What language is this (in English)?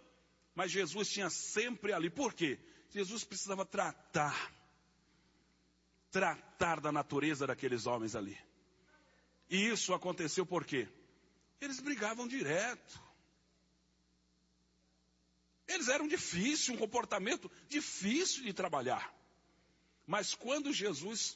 Portuguese